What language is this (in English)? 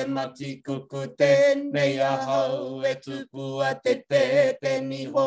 Māori